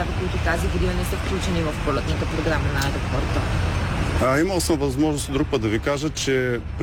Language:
Bulgarian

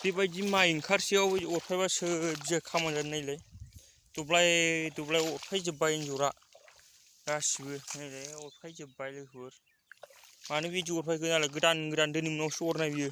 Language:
Bodo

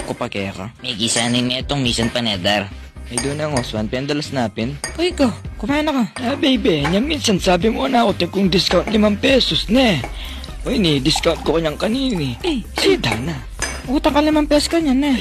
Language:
Pampanga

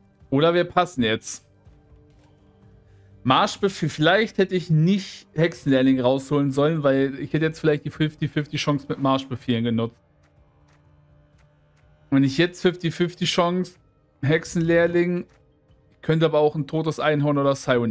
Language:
German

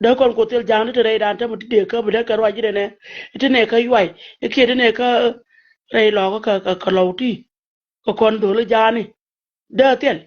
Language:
Nuer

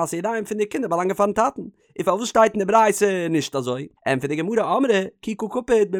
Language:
Yiddish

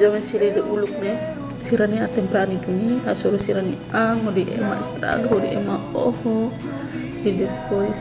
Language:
Tetum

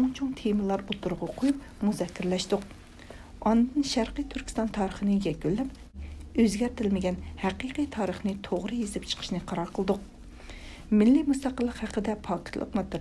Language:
Uyghur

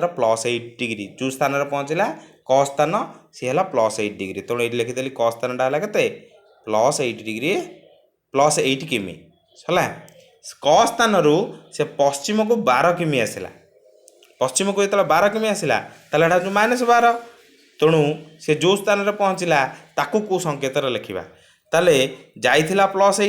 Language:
Odia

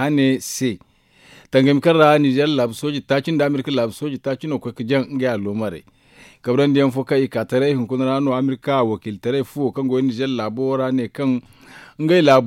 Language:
Zarma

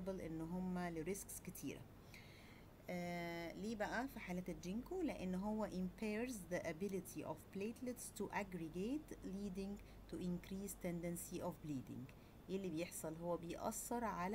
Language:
Egyptian Arabic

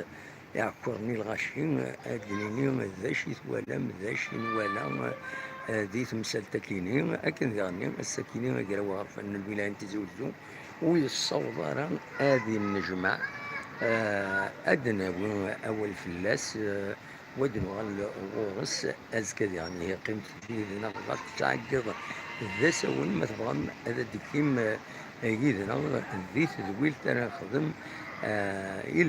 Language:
Kabyle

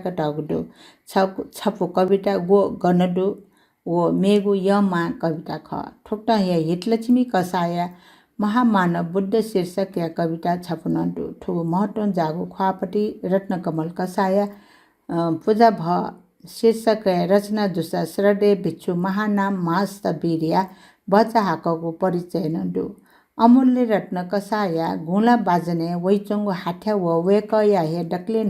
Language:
Newari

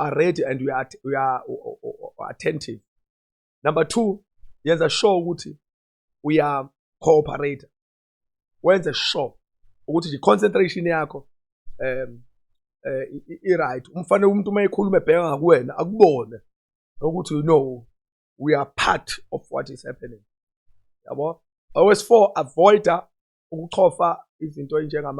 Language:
Zulu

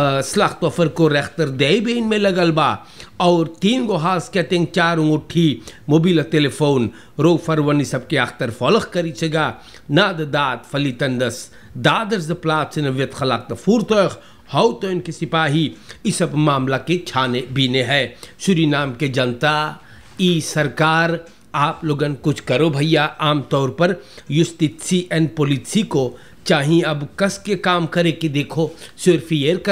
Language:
Caribbean Hindustani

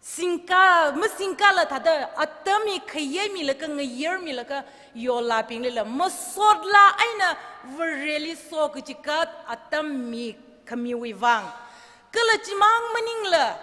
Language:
Tangkhul Naga (India)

